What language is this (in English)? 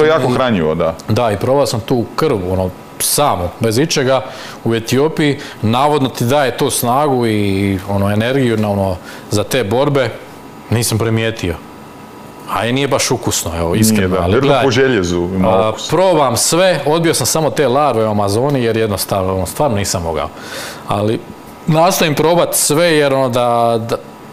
Croatian